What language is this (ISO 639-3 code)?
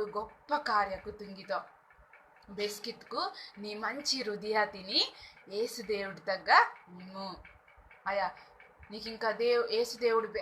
kff